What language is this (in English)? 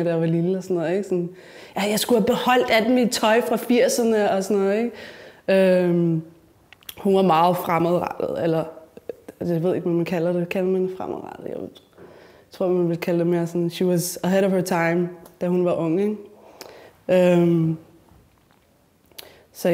Danish